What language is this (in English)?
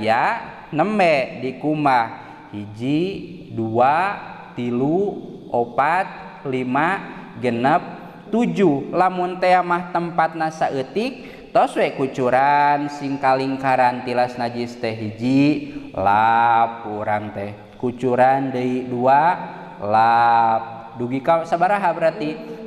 Sundanese